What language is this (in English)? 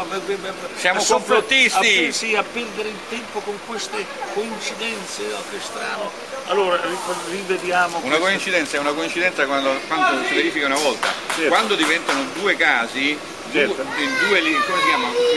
Italian